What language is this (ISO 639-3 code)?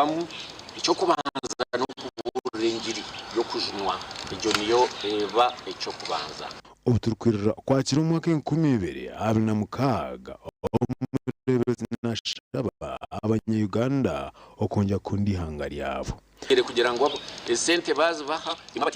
nyn